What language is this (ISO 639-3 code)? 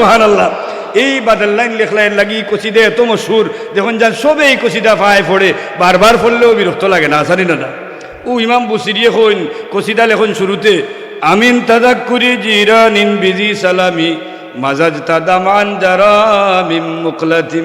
syl